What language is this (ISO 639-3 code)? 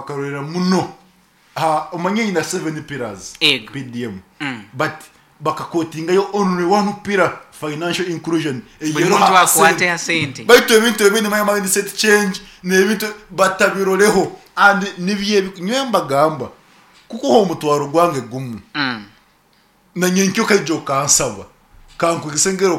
nyo